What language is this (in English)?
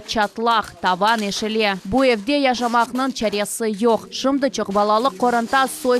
Crimean Tatar